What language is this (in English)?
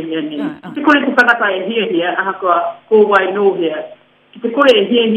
Māori